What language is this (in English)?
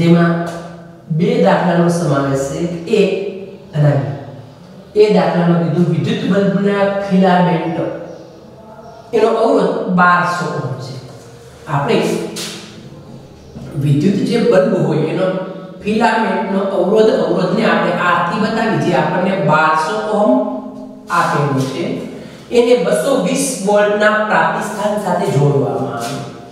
Gujarati